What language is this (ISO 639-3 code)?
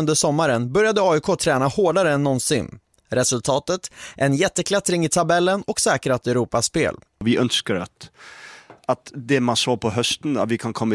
swe